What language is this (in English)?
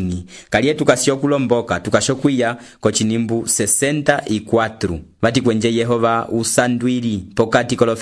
Umbundu